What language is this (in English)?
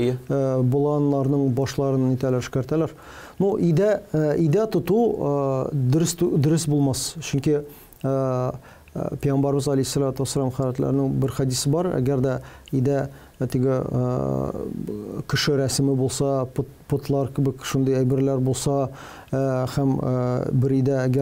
Tatar